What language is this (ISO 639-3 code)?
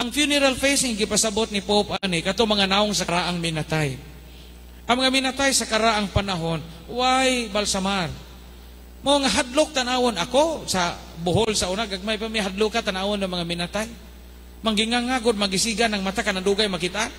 ceb